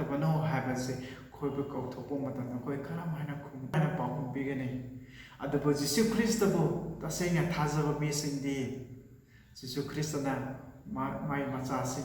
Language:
Manipuri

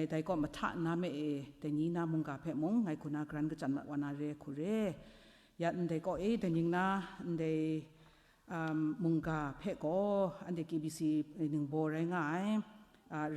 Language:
Kachin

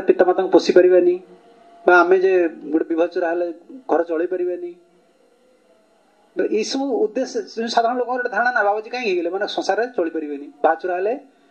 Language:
Odia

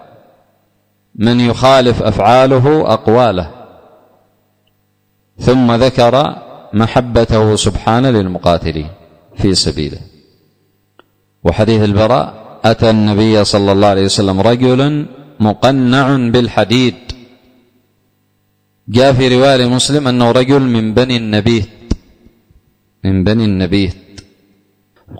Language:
Arabic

